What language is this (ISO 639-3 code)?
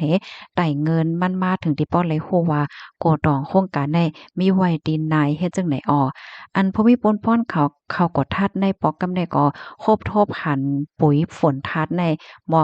shn